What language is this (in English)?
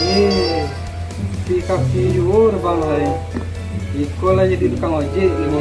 Minangkabau